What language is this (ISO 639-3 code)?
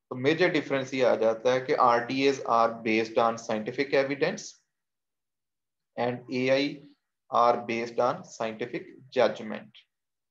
hin